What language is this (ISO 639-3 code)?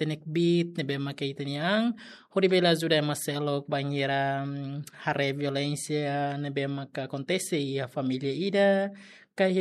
tet